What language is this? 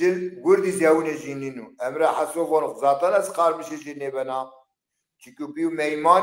Zaza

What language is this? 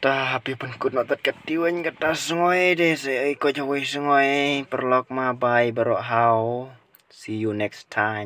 Khasi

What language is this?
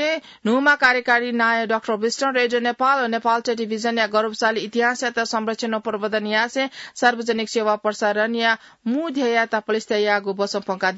Newari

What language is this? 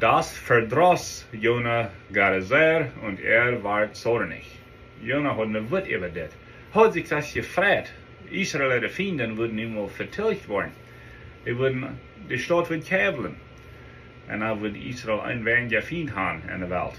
Plautdietsch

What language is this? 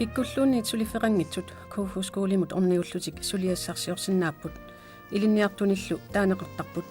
Kalaallisut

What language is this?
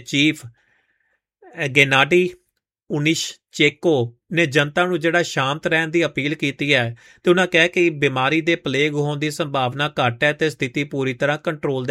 Punjabi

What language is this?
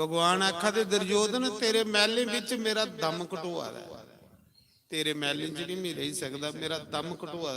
Dogri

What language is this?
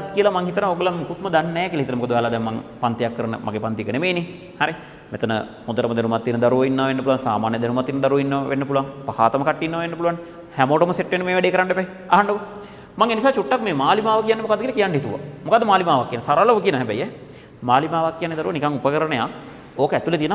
Sinhala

